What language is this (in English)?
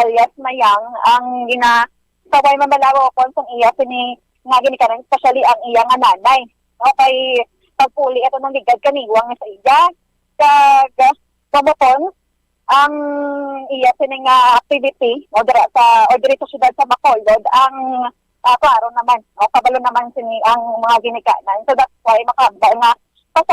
Hiligaynon